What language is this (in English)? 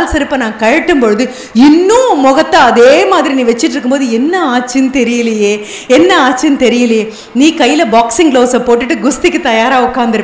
Tamil